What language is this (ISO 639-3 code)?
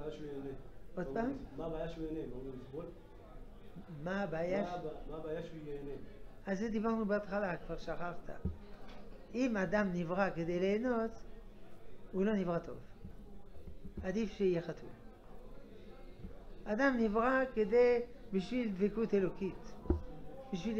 heb